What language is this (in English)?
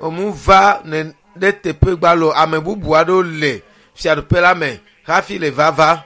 Ewe